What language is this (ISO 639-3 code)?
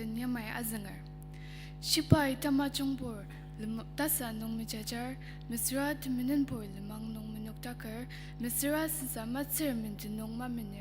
njo